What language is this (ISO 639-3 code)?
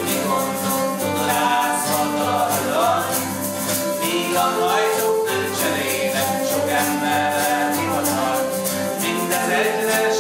hun